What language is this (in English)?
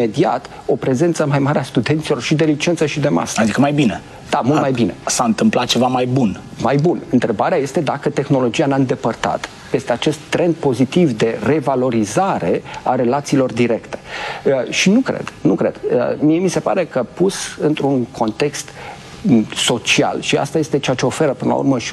Romanian